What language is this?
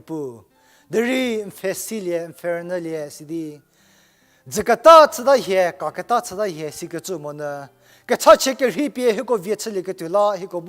Angami Naga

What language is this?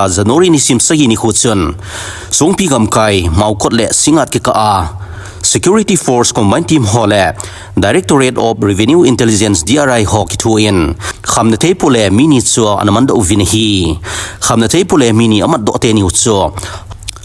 Thado Chin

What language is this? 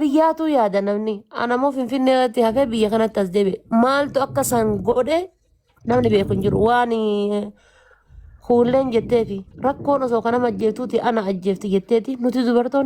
Oromo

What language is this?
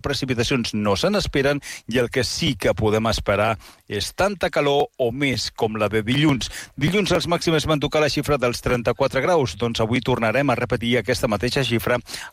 Catalan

